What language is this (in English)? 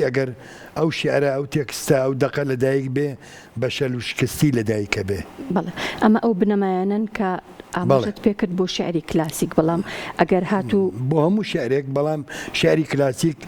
Central Kurdish